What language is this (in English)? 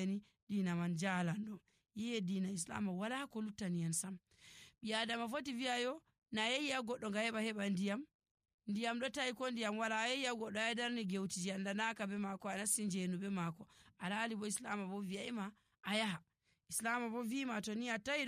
Nigerian Fulfulde